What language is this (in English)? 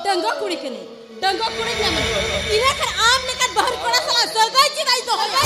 Santali